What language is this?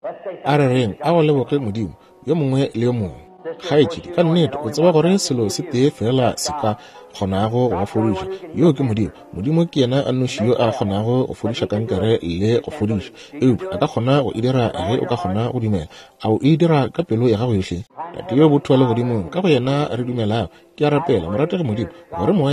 Northern Sotho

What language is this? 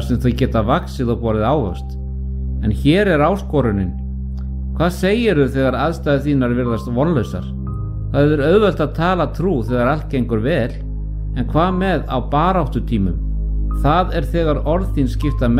Icelandic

